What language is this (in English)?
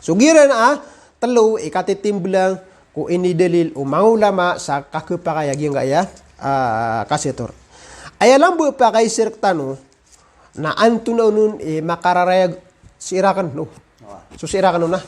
Maranao